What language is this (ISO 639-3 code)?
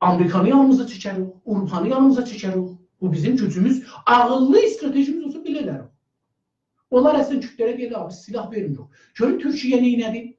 azb